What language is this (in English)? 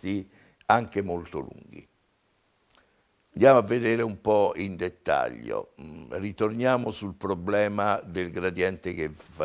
Italian